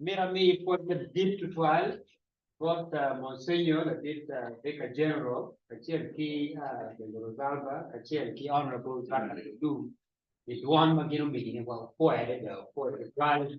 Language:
Acoli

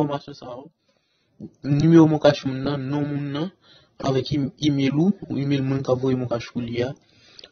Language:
Haitian Creole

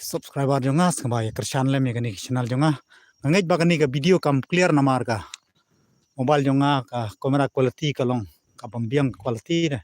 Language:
Khasi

